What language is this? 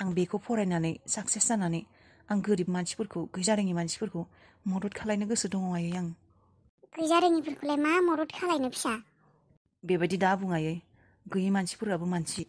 Bodo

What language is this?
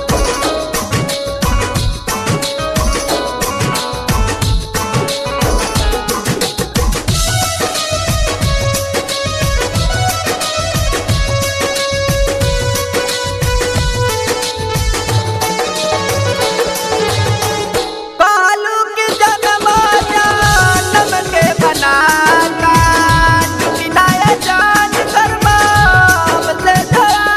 Bhojpuri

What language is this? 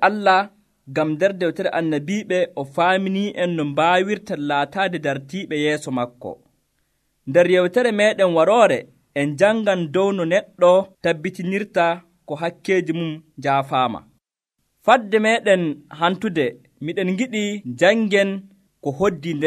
Nigerian Fulfulde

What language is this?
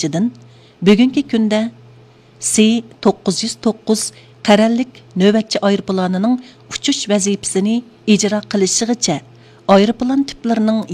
Uyghur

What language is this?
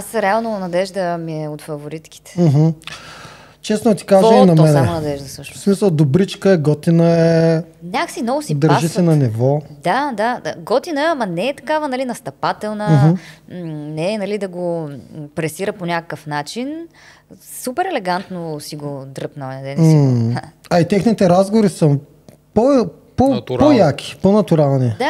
Bulgarian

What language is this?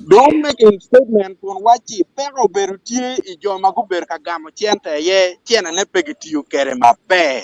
Acoli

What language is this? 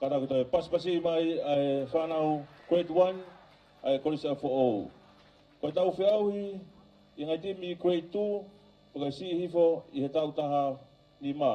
Tongan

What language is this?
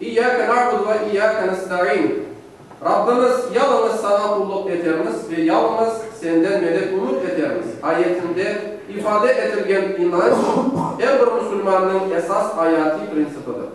Crimean Tatar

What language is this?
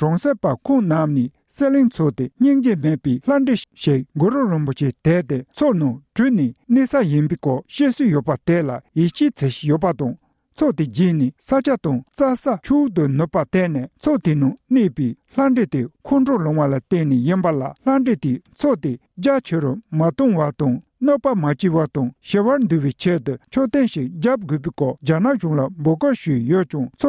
Tibetan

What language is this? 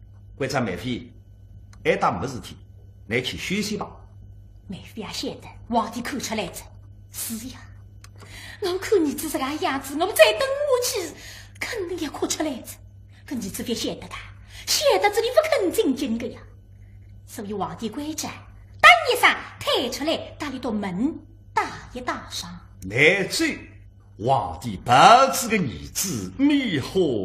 Wu Chinese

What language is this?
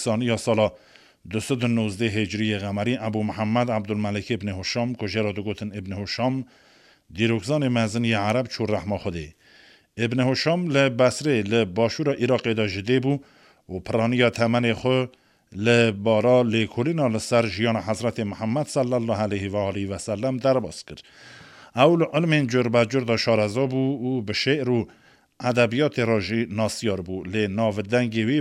Kurdish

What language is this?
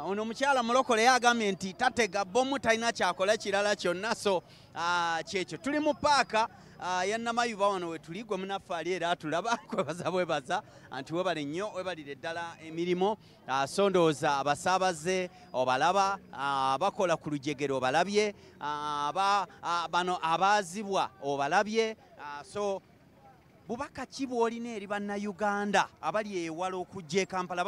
Ganda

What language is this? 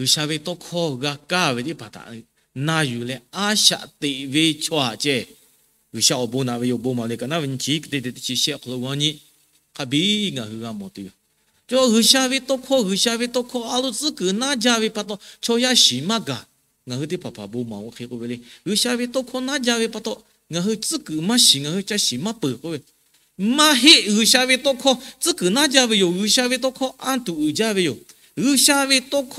Lahu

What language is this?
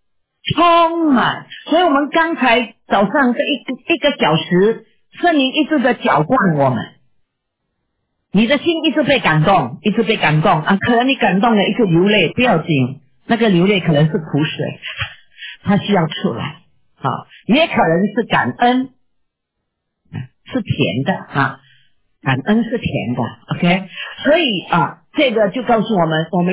Chinese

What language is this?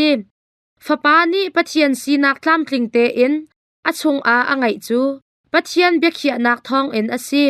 Hakha Chin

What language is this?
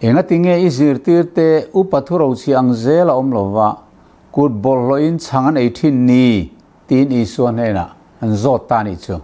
Mizo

